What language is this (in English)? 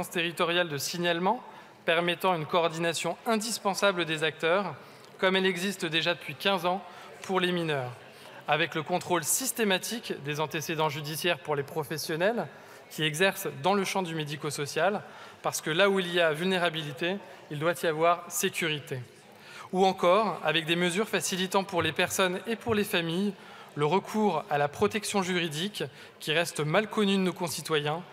French